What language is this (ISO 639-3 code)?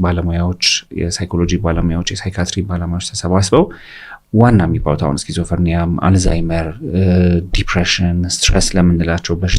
amh